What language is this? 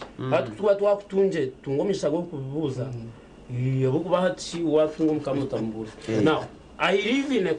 Nyankole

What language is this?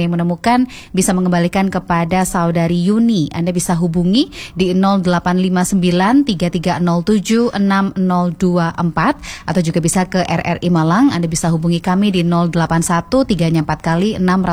Indonesian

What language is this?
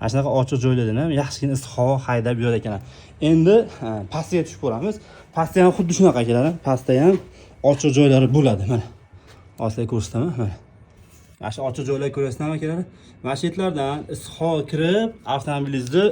Uzbek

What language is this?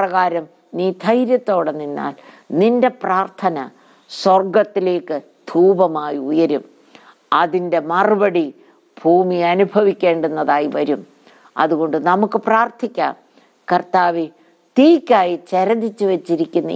Malayalam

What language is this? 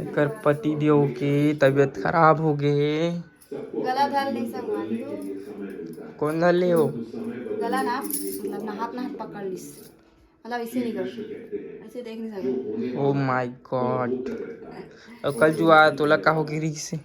Chhattisgarhi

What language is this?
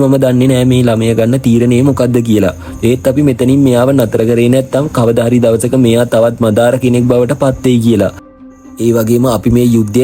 Sinhala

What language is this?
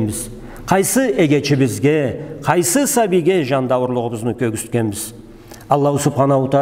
Karachay-Balkar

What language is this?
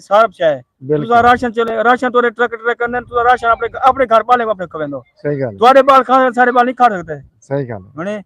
Saraiki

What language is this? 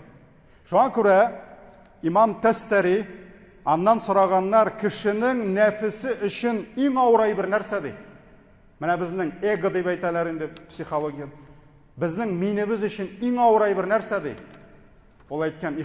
Tatar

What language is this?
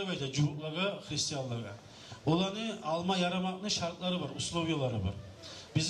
Kumyk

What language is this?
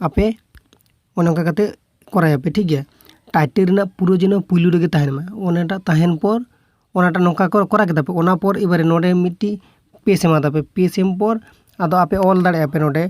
Santali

